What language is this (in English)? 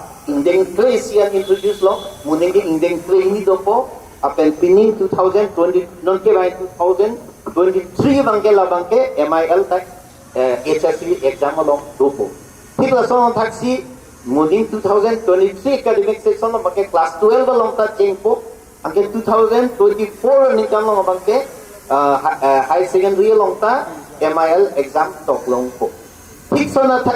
Karbi